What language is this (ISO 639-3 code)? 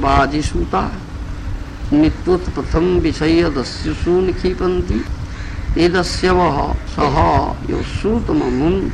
ori